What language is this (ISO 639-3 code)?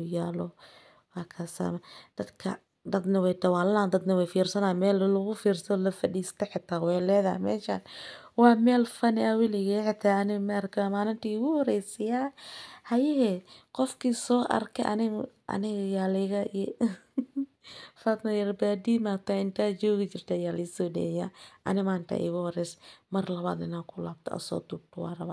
som